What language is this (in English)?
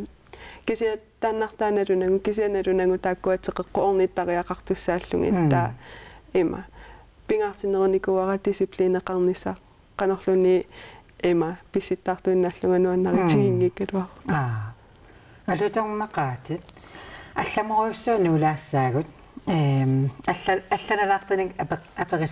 Kalaallisut